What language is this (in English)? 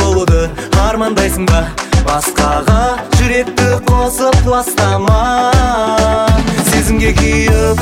Kazakh